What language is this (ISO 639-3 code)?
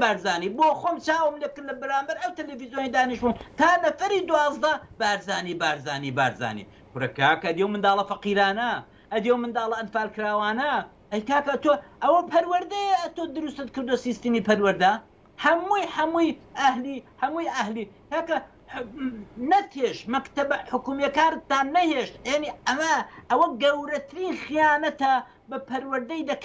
ckb